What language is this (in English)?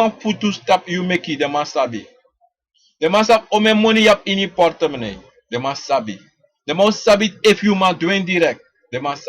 Sranan Tongo